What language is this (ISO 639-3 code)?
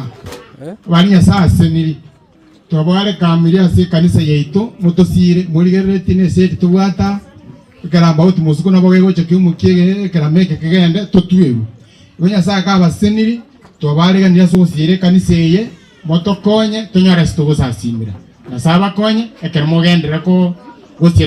guz